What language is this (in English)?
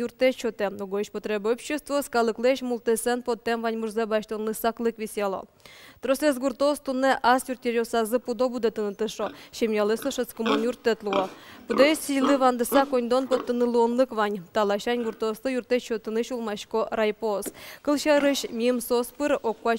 Udmurt